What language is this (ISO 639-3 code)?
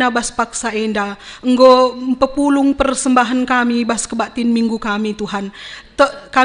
btx